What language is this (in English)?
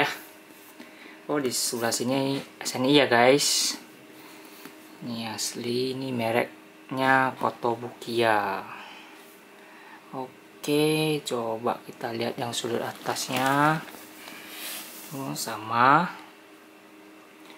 Indonesian